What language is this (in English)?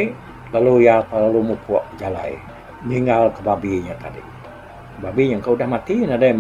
Iban